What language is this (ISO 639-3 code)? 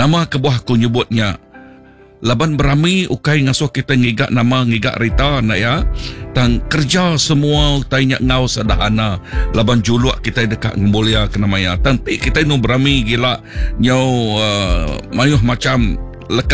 iba